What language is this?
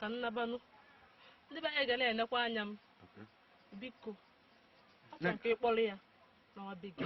Igbo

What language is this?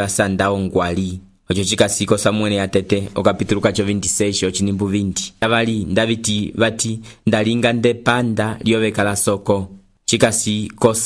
Umbundu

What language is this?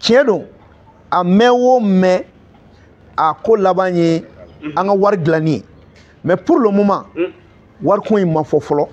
Bambara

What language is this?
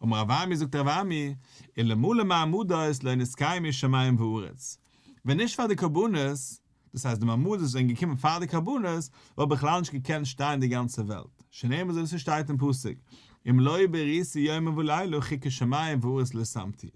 Yiddish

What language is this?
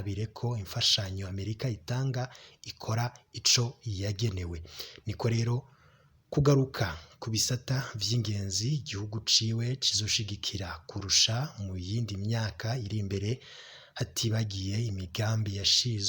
Rundi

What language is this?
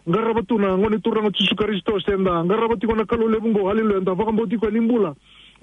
Fijian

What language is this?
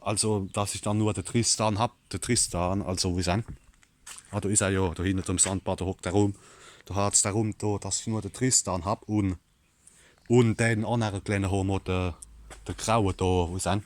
Palatine German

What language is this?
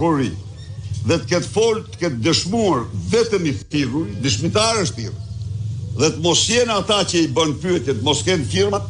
Albanian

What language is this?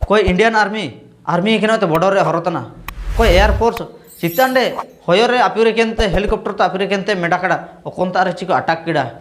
Ho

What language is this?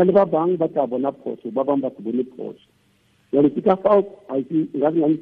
Tswana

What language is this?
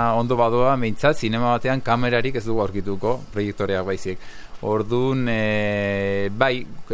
Basque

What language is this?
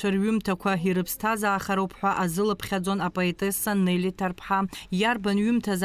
Abkhazian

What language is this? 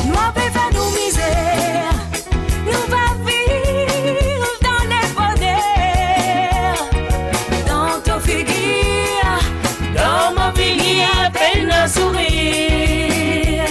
Morisyen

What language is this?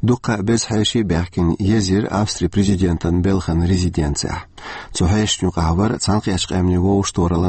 Chechen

